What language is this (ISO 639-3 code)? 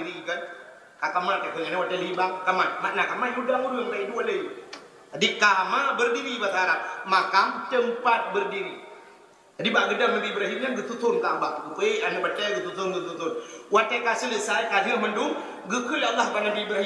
ace